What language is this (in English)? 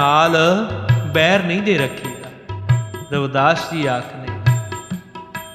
Punjabi